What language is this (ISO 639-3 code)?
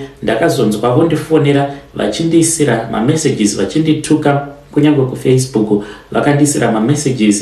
sna